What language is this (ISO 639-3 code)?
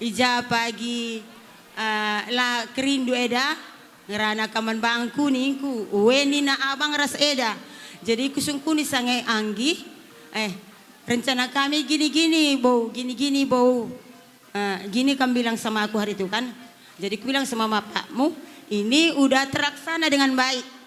btx